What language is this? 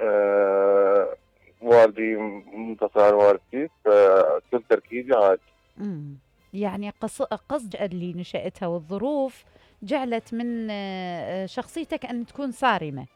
Mesopotamian Arabic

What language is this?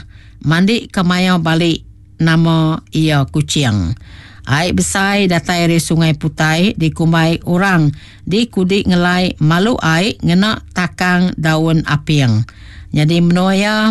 Iban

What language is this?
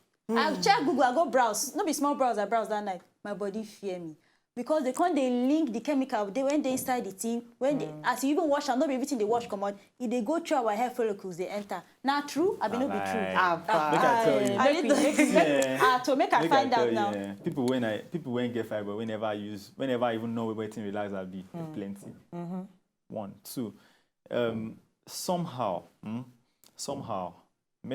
Nigerian Pidgin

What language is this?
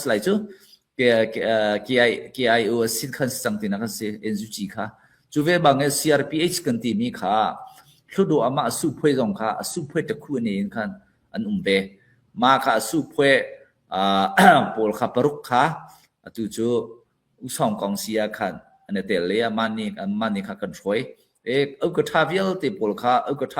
Hakha Chin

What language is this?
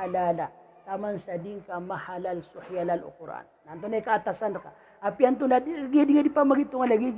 Maranao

